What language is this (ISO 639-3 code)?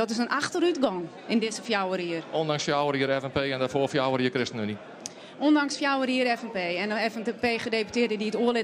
fry